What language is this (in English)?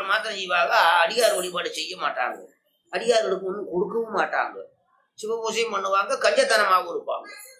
Tamil